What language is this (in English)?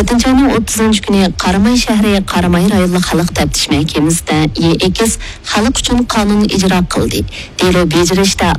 Uyghur